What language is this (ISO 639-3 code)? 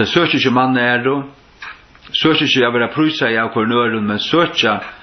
fao